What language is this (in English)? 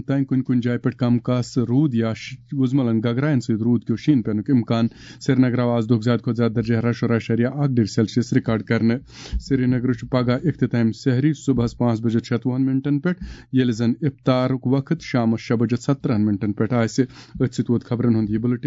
Kashmiri